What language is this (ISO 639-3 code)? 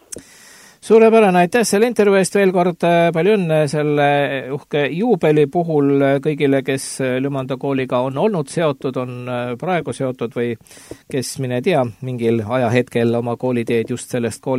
est